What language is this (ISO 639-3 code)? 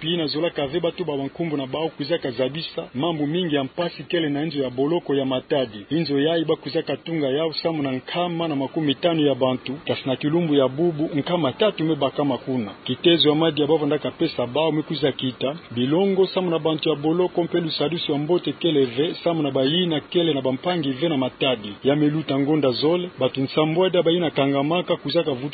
ktu